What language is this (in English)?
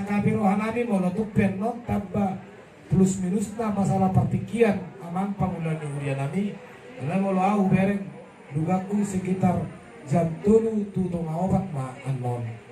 Batak Toba